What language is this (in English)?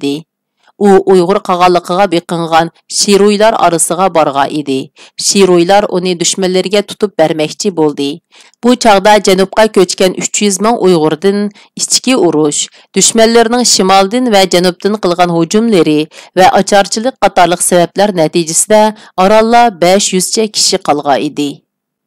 Uyghur